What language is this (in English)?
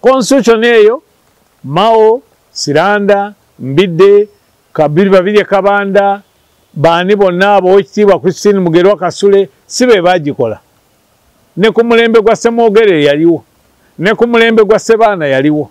Ganda